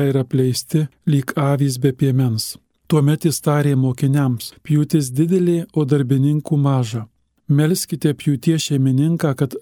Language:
Lithuanian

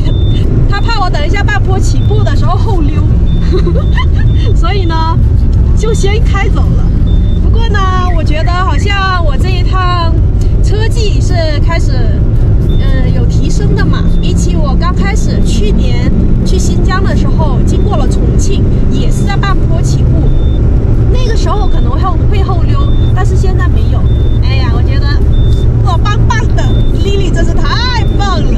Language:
Chinese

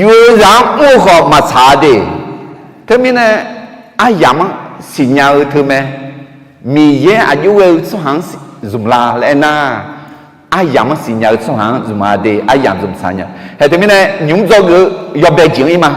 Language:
Akha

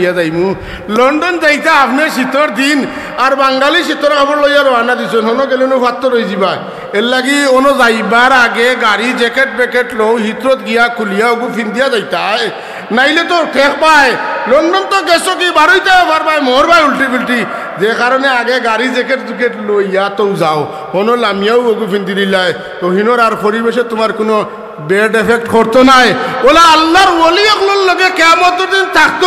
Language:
Sylheti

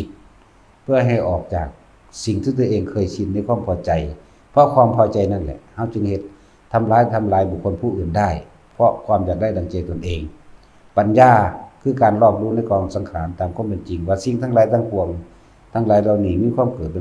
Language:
Lao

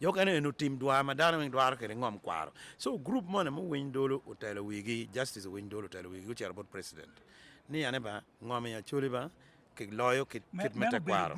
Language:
Acoli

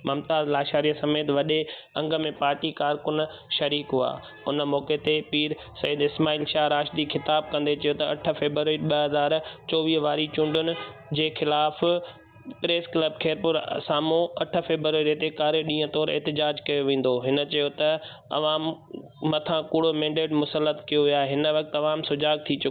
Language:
Sindhi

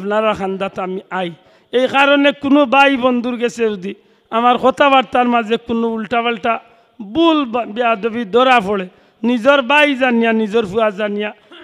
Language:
Sylheti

